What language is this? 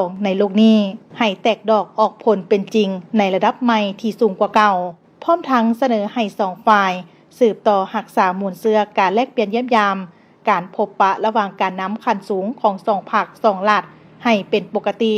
Lao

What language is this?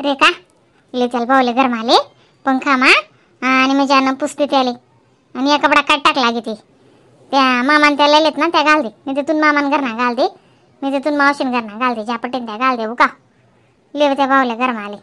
Khandesi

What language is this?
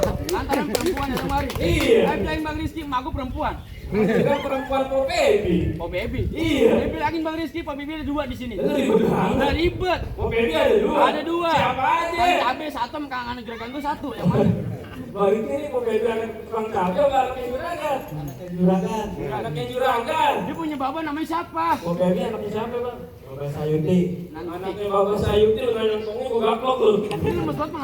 Betawi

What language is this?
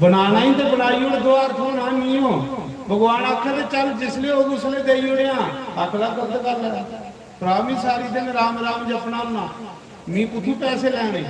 Dogri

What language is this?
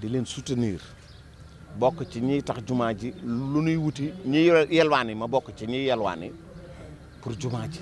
Wolof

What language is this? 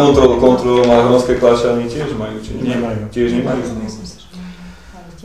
Slovak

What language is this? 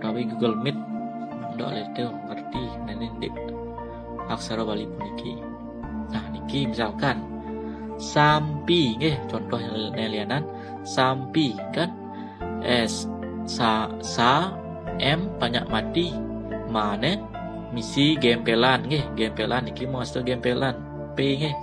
Balinese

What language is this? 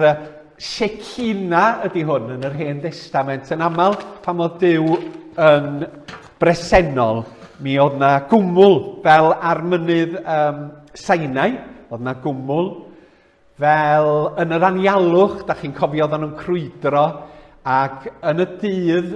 Welsh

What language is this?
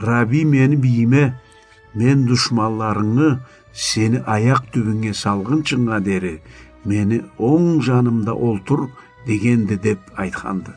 Karachay-Balkar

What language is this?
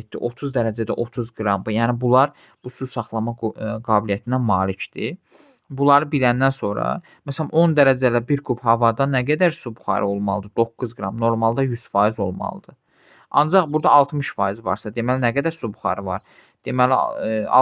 Azerbaijani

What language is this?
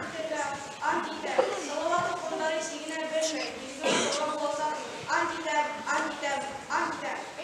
Bashkir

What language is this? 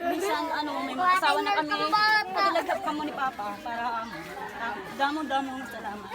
Waray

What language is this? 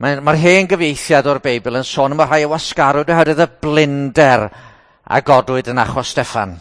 Welsh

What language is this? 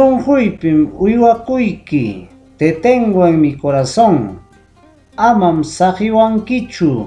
Ayacucho Quechua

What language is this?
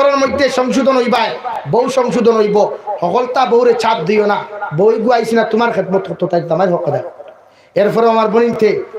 Sylheti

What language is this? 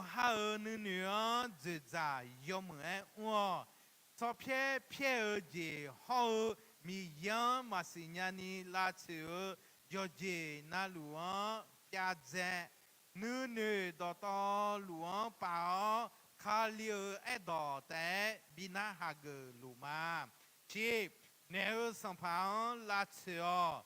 Akha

